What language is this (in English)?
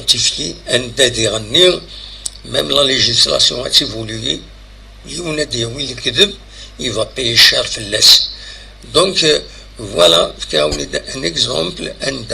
Kabyle